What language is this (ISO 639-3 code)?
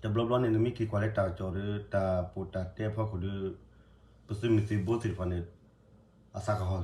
ksw